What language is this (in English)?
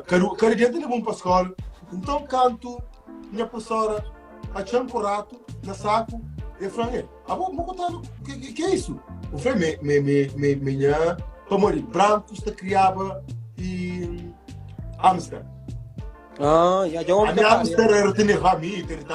Kabuverdianu